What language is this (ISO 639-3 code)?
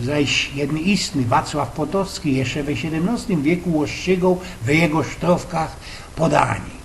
szl